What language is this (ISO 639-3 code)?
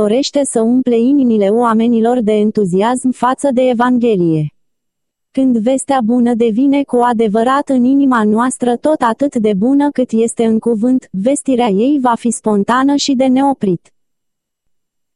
ron